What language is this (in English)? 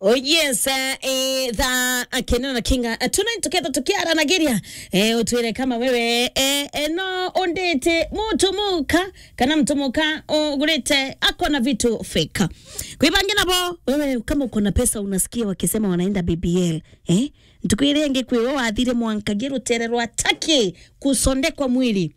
Meru